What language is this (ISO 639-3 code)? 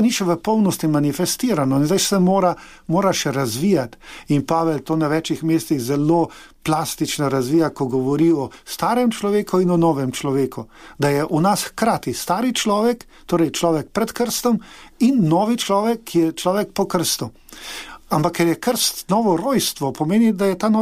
slv